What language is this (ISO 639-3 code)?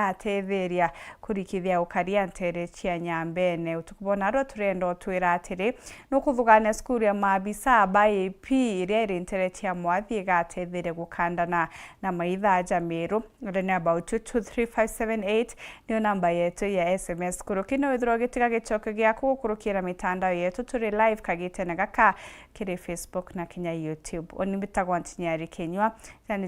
mer